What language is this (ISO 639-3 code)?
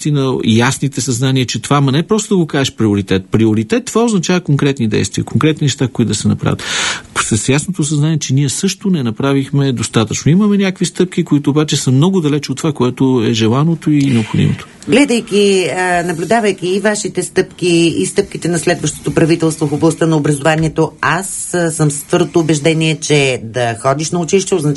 bul